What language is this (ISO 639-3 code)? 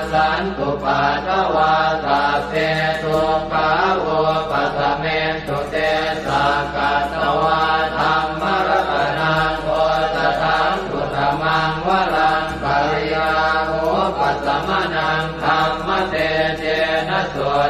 pli